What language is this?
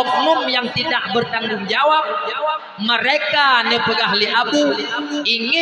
Achinese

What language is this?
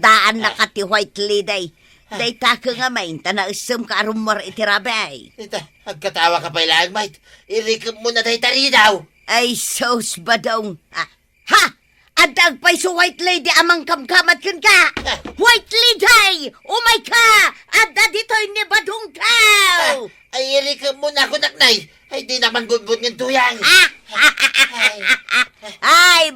Iloko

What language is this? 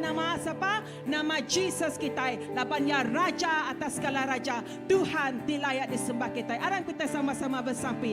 Iban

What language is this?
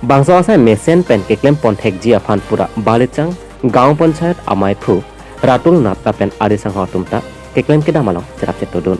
Karbi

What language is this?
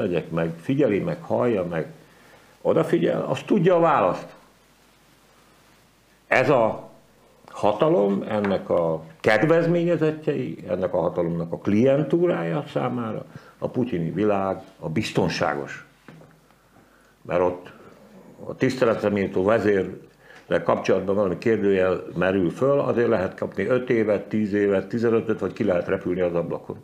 Hungarian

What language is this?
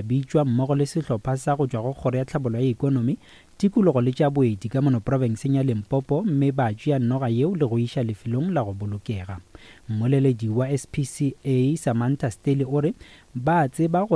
Northern Sotho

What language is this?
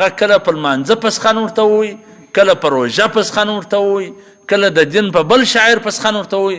Pashto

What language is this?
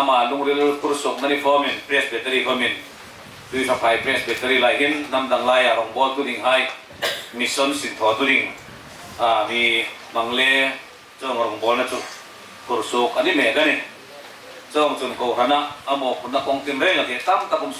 Hmar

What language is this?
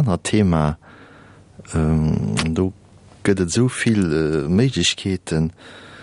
Luxembourgish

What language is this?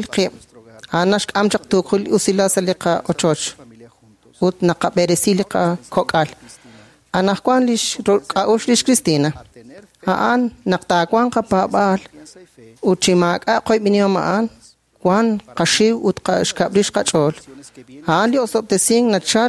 Kekchí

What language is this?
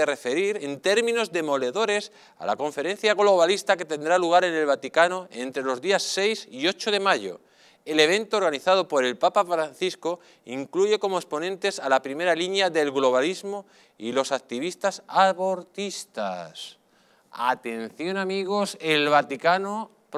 Spanish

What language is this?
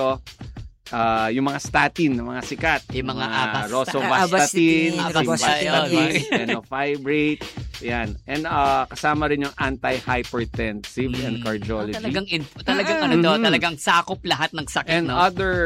Filipino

